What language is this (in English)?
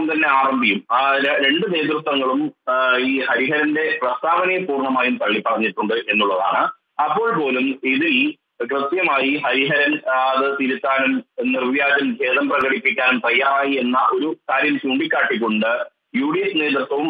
Malayalam